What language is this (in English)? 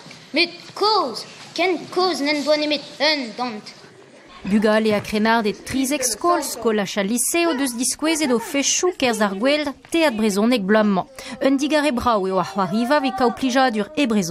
Breton